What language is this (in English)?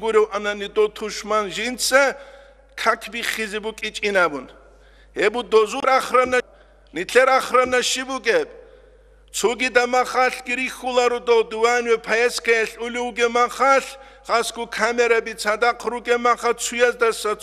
Avaric